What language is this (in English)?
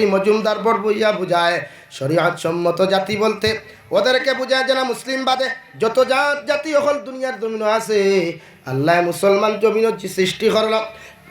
Sylheti